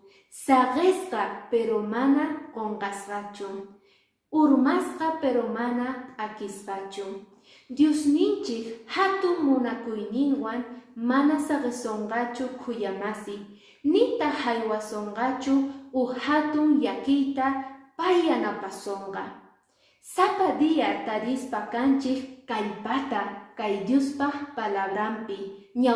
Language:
Quechua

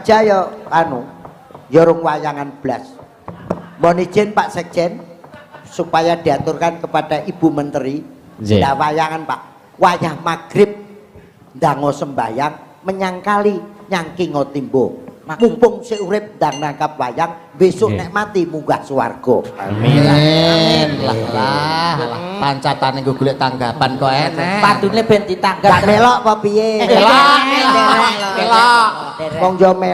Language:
Javanese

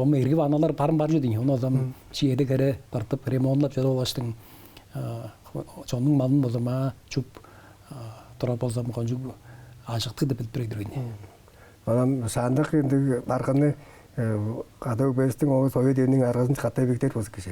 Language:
Tuvinian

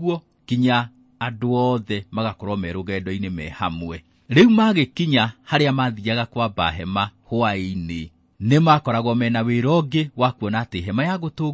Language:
Kikuyu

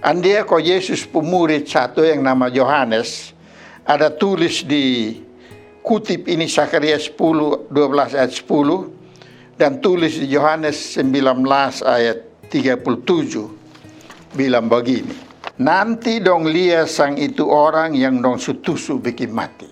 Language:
Kupang Malay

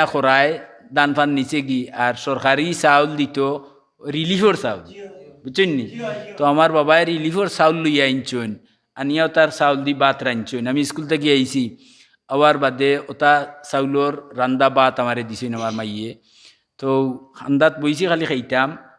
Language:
Sylheti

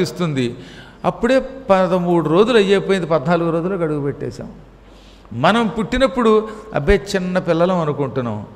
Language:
Telugu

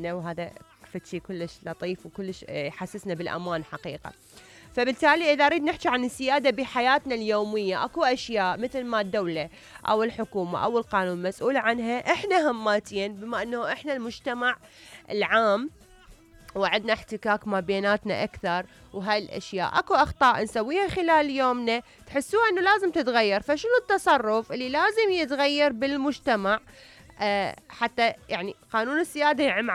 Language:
Mesopotamian Arabic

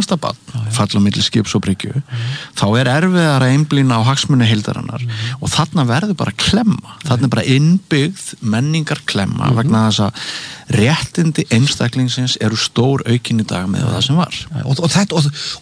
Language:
Icelandic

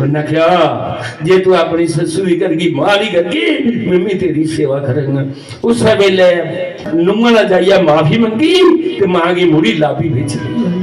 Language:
Dogri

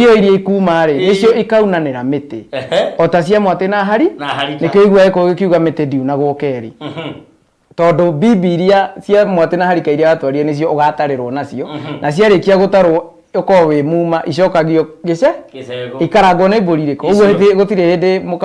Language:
Kikuyu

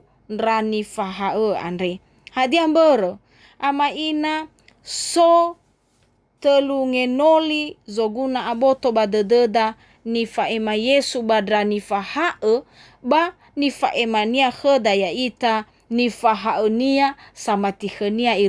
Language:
Nias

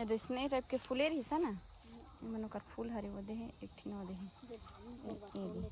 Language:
Chhattisgarhi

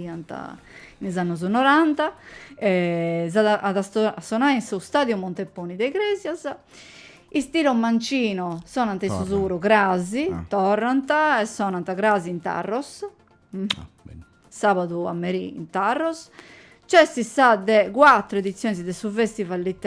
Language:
Sardinian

